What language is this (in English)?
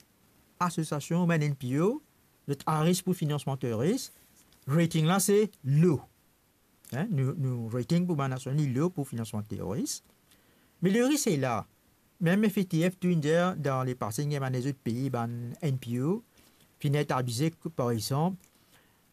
Morisyen